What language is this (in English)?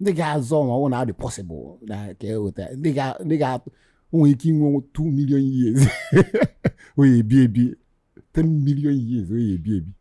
Igbo